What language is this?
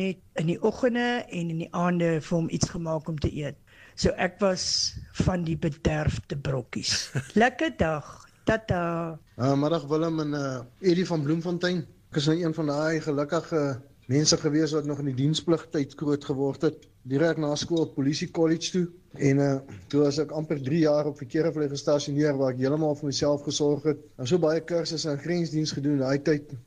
Afrikaans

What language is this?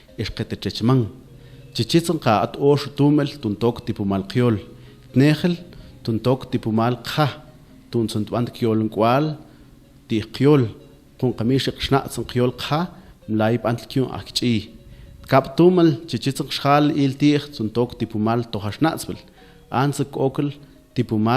Mam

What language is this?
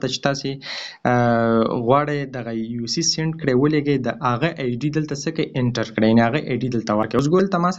Pashto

